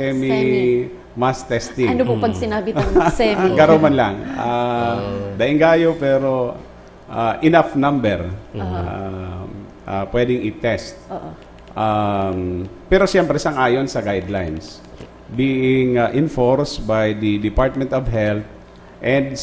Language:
Bikol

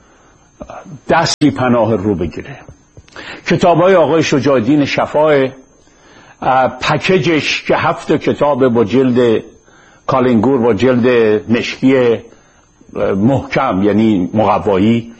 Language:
Persian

